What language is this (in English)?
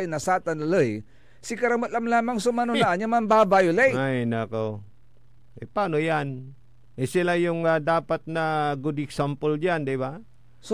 Pangasinan